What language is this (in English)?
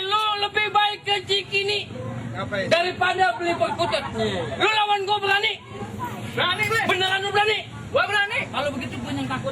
Betawi